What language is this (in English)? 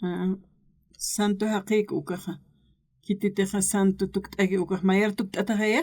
Aymara